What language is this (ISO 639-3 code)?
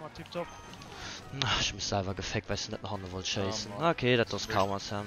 ltz